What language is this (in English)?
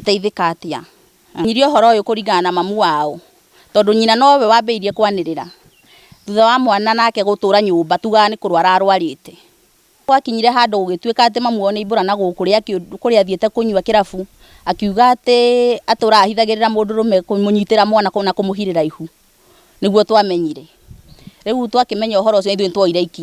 Kikuyu